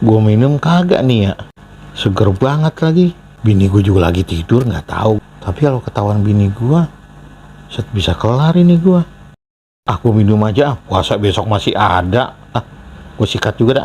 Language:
Betawi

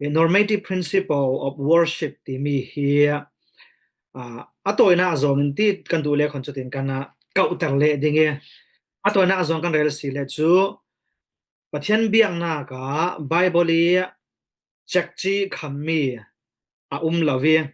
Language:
Falam Chin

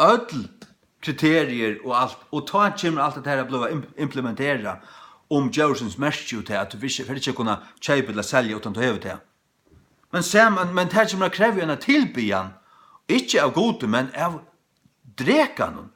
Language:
Faroese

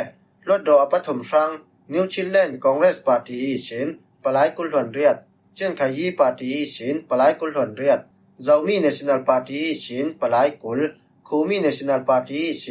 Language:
Falam Chin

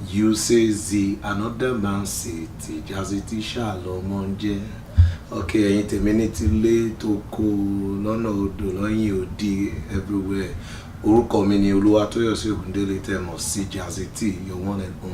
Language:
Yoruba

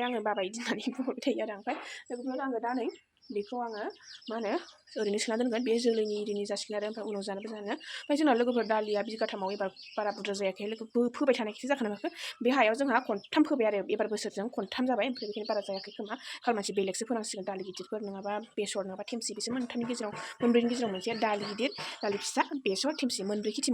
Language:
Bodo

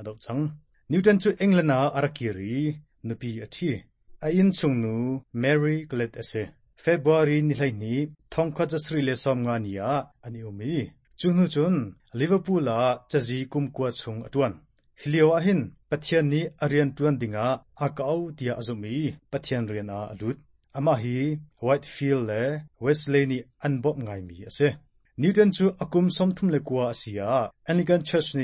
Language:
Hakha Chin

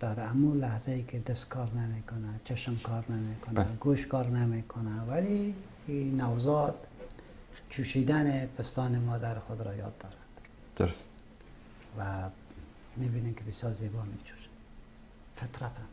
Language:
Persian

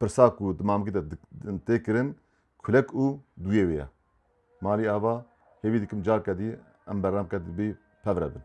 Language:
Kurdish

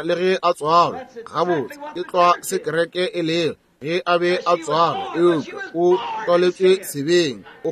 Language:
Northern Sotho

